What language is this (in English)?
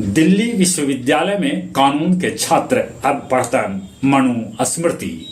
Magahi